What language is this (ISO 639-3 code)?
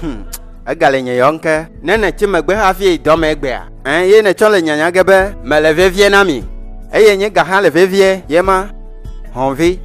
ewe